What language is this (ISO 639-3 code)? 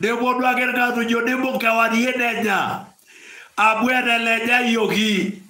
mas